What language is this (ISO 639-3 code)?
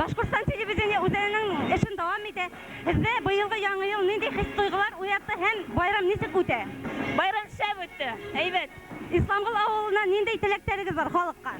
bak